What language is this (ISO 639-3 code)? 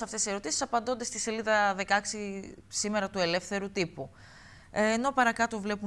ell